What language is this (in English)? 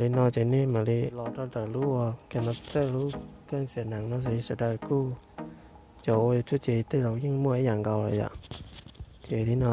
Hmong